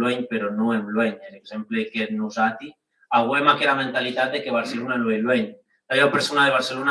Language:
Occitan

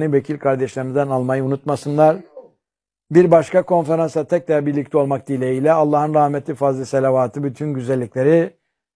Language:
Turkish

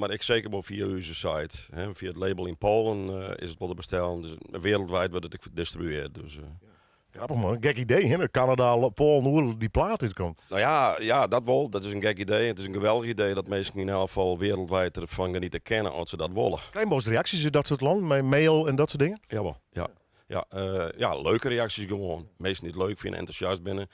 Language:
Western Frisian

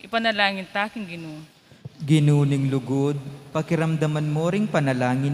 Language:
Pampanga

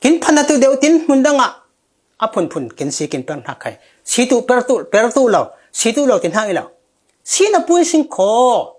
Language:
Falam Chin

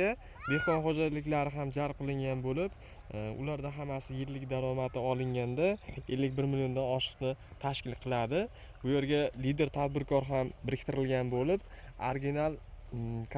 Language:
Uzbek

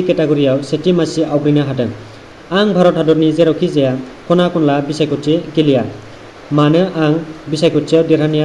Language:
Bodo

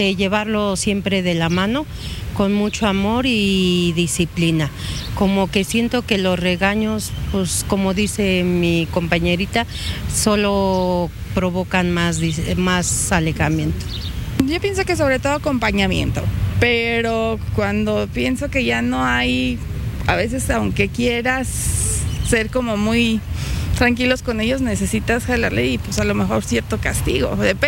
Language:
Spanish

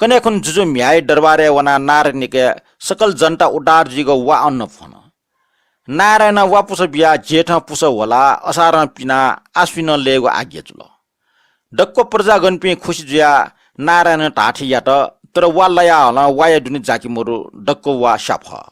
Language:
Newari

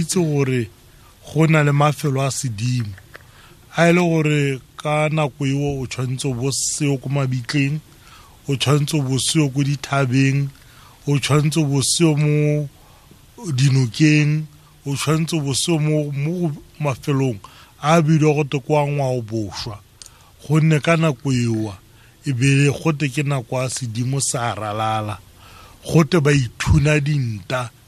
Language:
Tswana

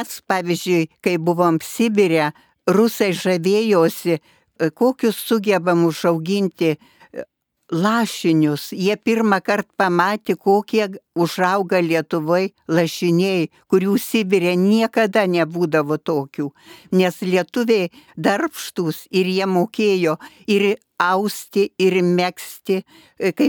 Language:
Lithuanian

